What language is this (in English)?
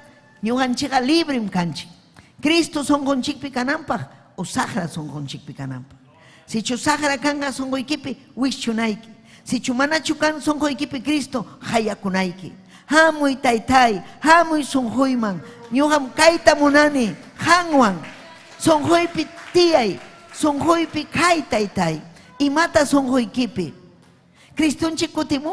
Ayacucho Quechua